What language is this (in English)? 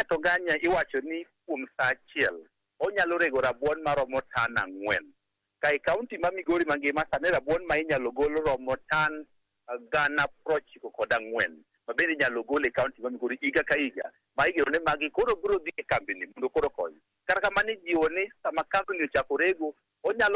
Luo (Kenya and Tanzania)